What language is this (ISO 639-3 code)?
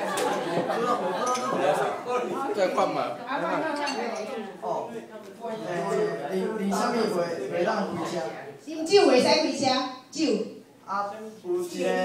nan